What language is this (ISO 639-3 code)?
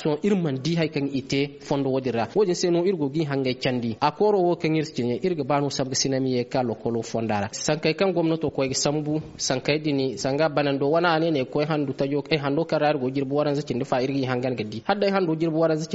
dje